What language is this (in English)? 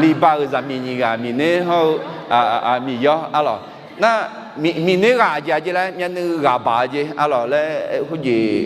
Akha